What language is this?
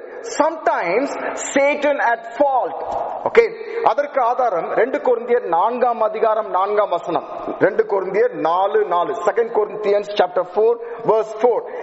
Tamil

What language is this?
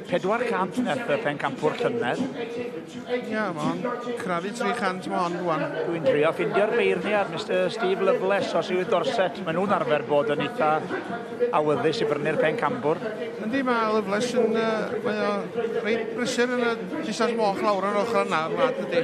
Welsh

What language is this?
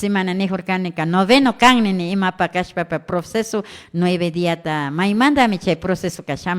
Imbabura Highland Quichua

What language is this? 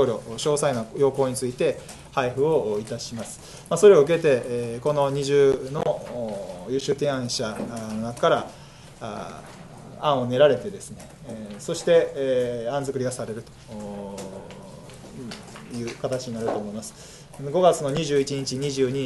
Japanese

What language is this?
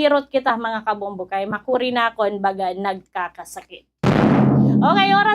Waray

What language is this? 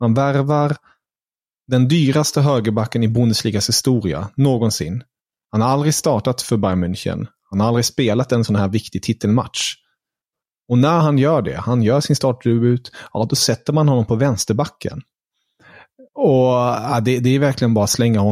Swedish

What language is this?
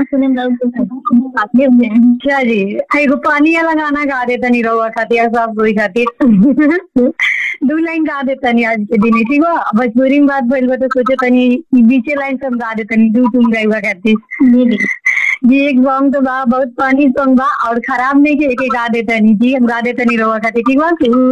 Bhojpuri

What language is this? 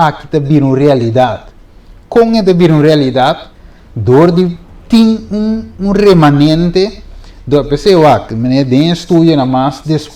Papiamento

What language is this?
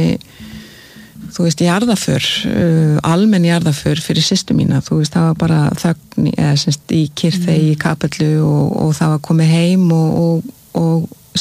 Icelandic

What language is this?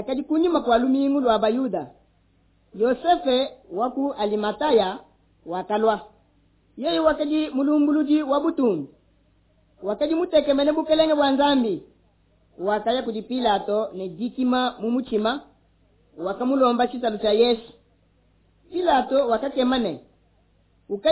Luba-Lulua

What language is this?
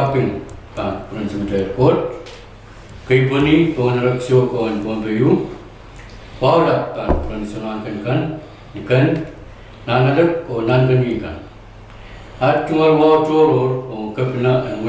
Pohnpeian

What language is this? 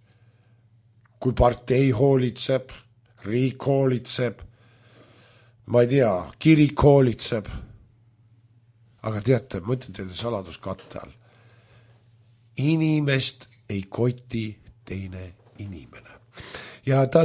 Estonian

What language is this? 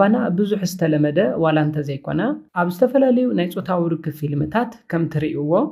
Tigrinya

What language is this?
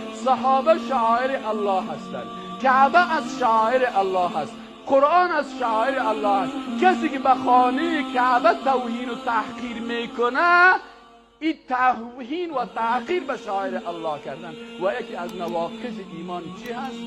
Persian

